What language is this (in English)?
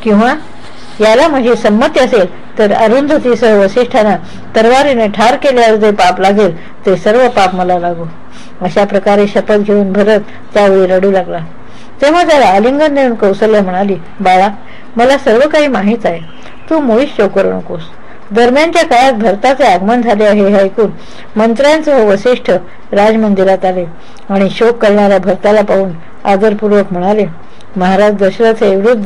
Marathi